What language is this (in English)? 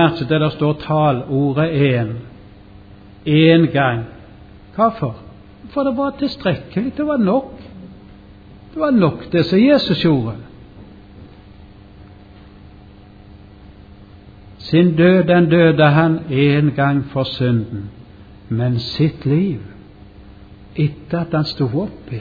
Norwegian